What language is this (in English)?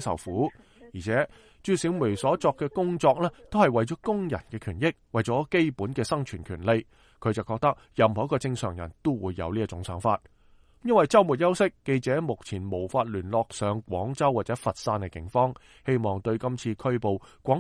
Cantonese